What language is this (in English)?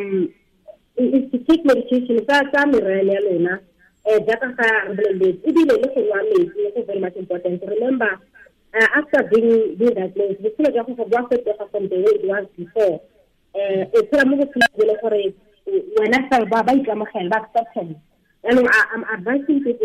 Tswana